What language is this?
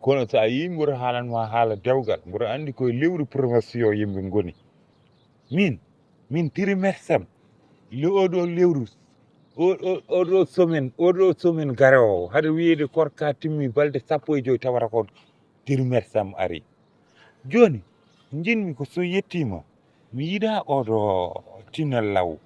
Fula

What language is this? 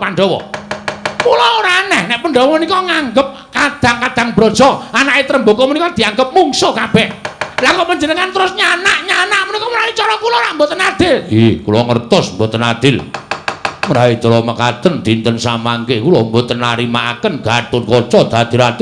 Javanese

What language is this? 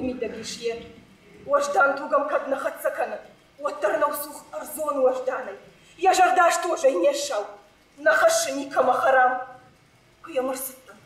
Ossetic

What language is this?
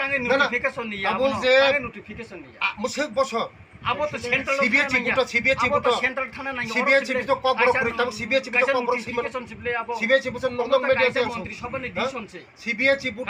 Kok Borok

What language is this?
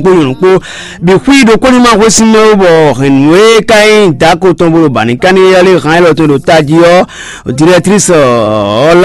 Fon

